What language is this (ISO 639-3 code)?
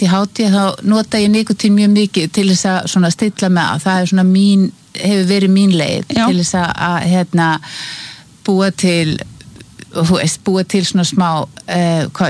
isl